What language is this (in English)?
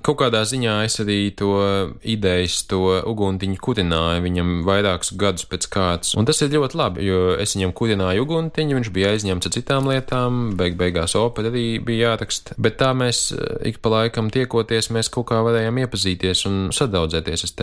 Latvian